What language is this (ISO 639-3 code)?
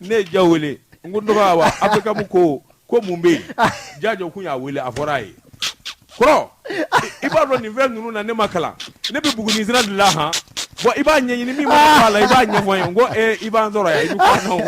bam